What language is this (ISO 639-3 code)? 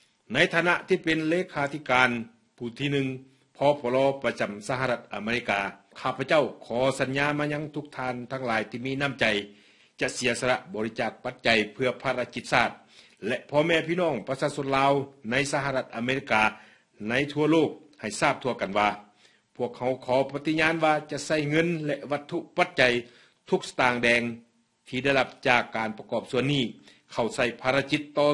lao